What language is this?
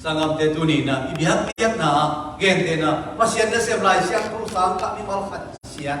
Tedim Chin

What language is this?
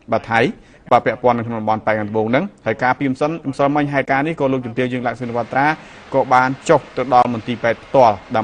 Khmer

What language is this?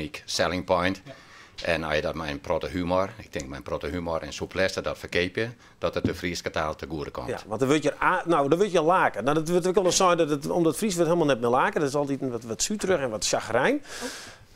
Western Frisian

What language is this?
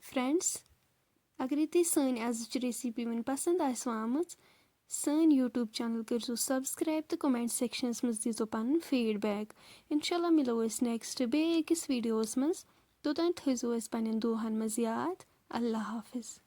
Kashmiri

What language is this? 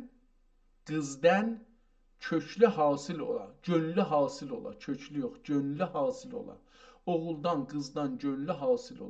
South Azerbaijani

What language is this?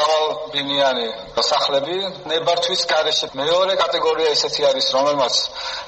Georgian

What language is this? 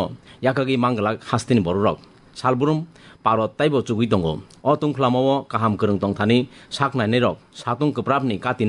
Kok Borok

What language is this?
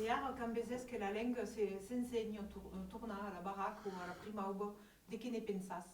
Occitan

